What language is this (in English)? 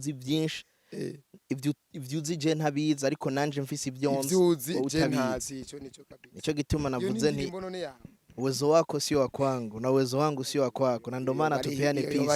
Rundi